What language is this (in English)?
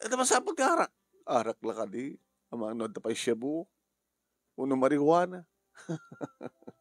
Iloko